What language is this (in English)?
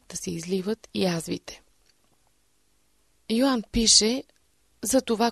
Bulgarian